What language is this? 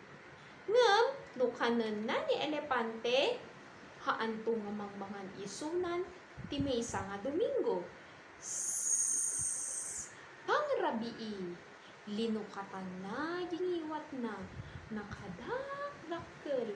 Iloko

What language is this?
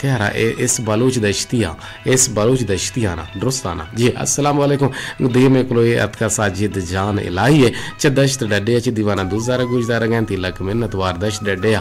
Eastern Balochi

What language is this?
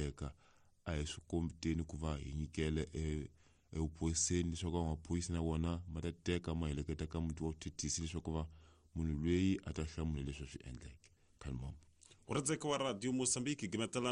Tsonga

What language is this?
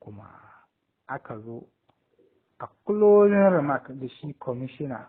Hausa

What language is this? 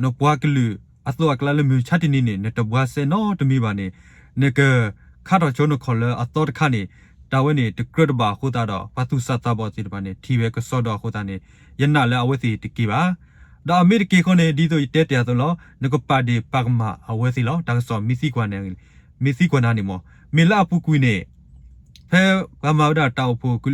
S'gaw Karen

